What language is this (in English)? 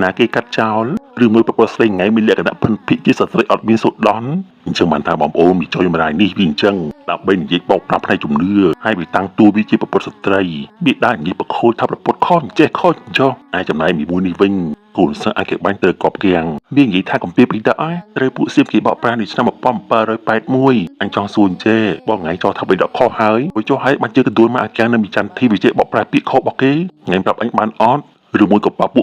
Khmer